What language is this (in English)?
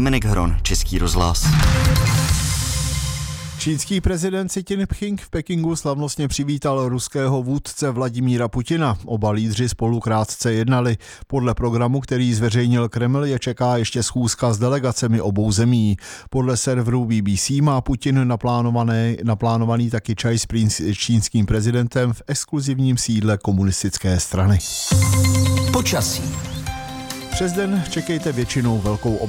Czech